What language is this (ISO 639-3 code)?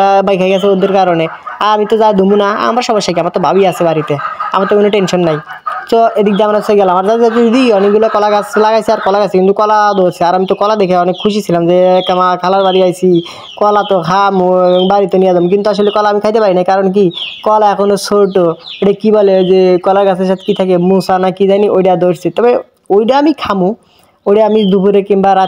ben